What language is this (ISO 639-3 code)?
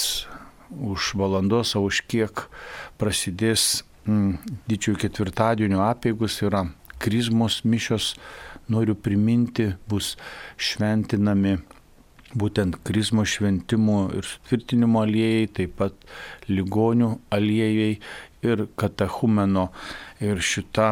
lit